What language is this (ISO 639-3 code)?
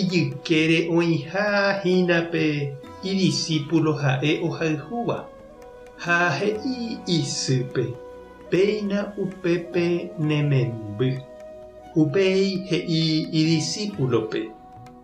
grn